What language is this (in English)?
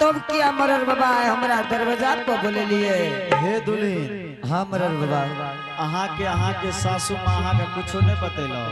Angika